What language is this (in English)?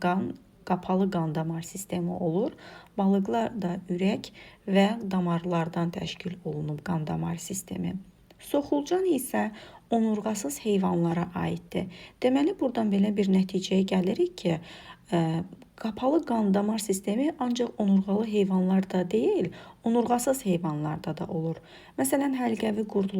Azerbaijani